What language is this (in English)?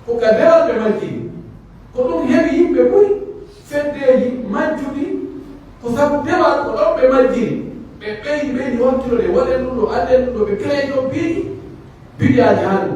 Pular